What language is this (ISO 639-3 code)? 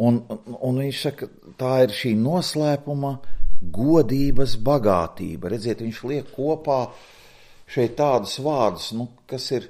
lav